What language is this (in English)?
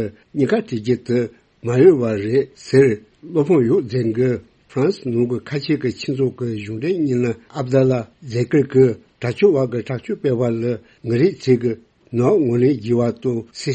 Tibetan